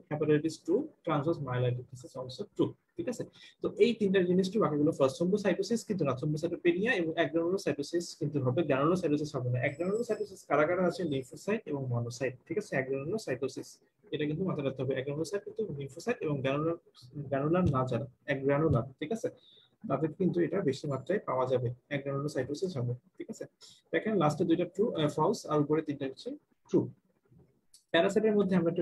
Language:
Bangla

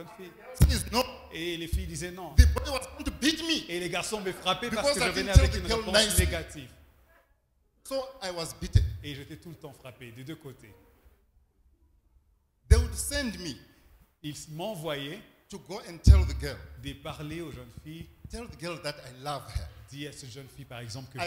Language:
French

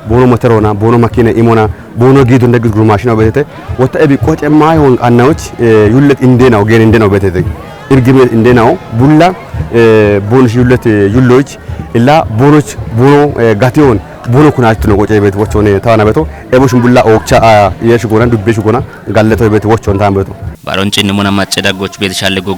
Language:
Kafa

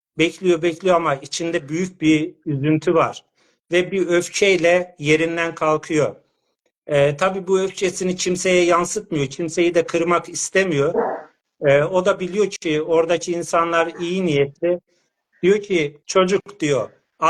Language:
South Azerbaijani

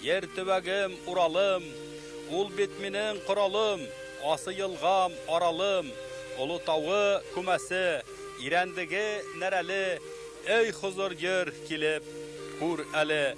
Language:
Bashkir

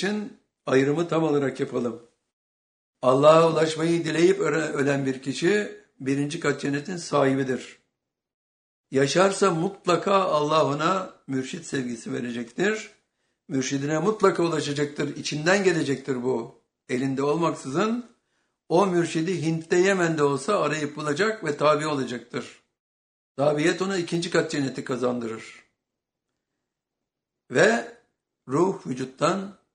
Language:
Turkish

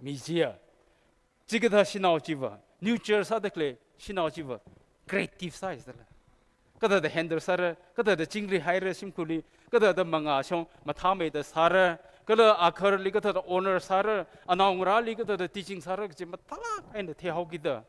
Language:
Tangkhul Naga (India)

